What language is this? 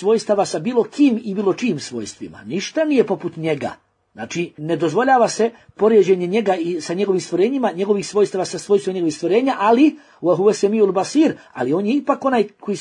Bosnian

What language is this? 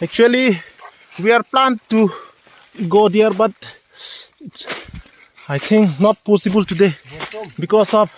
Karbi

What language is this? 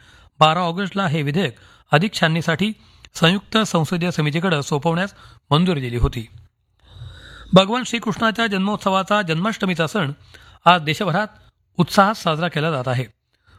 Marathi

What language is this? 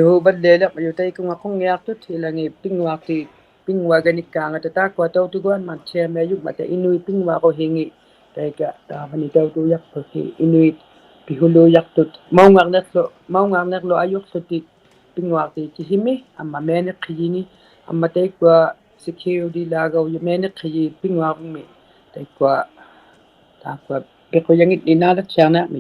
Inuktitut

